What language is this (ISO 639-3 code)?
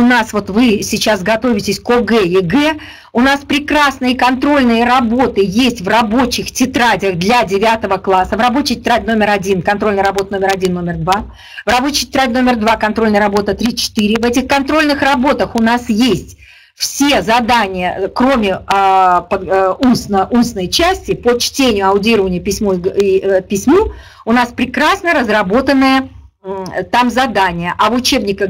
rus